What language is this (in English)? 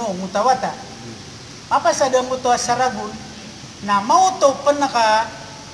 Maranao